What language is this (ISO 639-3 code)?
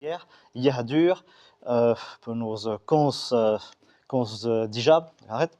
bre